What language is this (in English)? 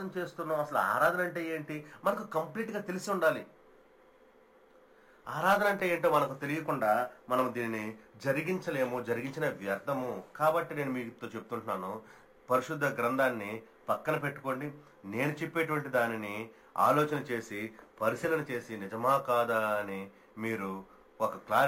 Telugu